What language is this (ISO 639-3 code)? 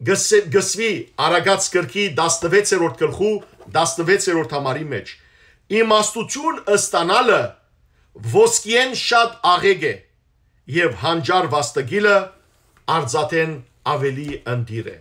hyw